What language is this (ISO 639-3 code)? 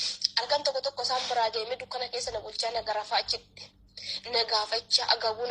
orm